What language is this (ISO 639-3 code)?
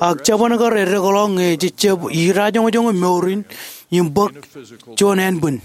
mah